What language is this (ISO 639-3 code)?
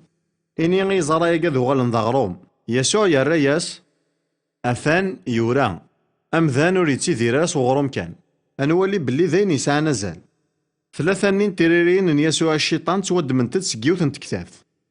kab